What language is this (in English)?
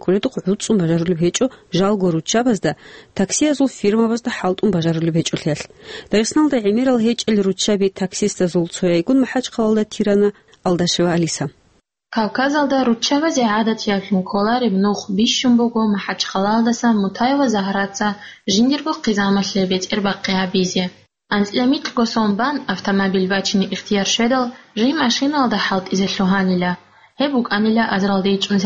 Avaric